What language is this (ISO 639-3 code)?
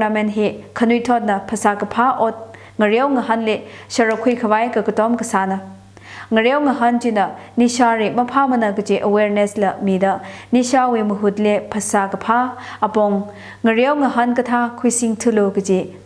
nmf